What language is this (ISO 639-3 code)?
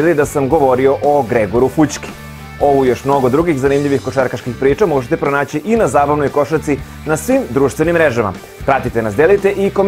srp